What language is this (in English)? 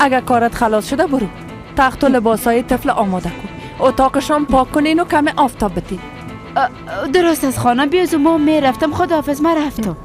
Persian